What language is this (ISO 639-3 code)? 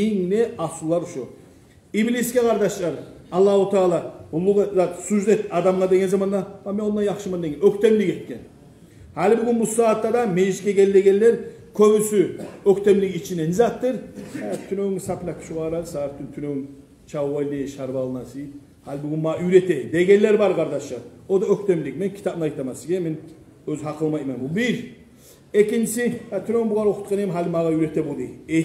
kum